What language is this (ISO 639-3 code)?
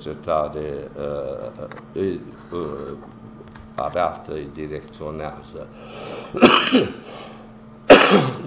ron